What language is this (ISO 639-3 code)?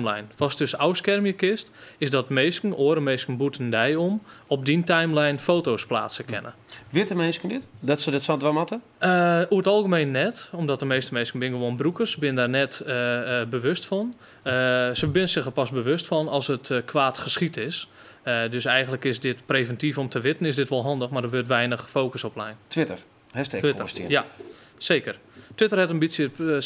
fry